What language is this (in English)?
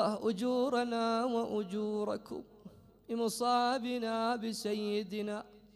Mesopotamian Arabic